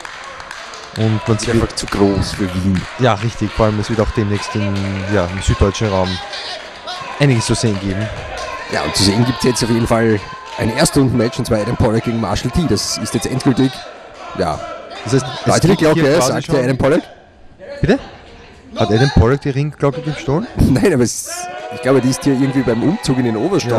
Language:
German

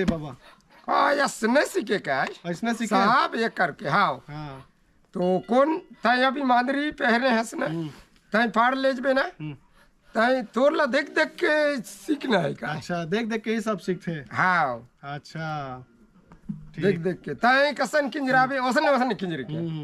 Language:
Chhattisgarhi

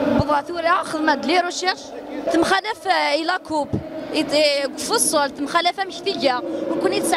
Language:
Kabyle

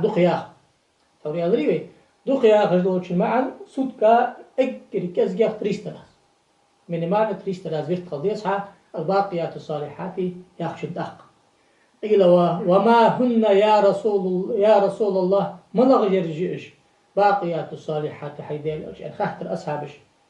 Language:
Ingush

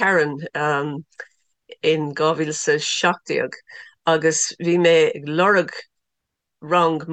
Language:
Irish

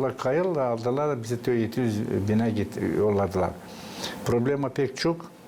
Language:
Gagauz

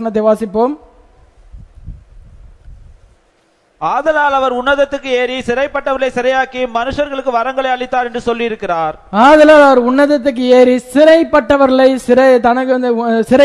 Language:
Tamil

